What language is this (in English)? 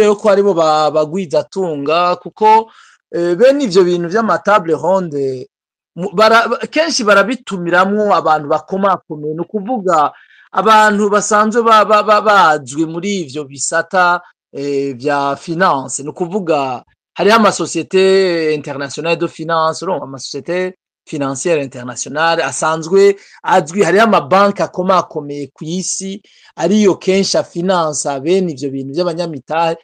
Rundi